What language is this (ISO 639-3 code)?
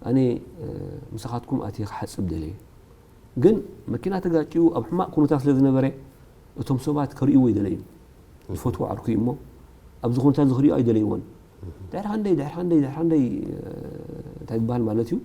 tir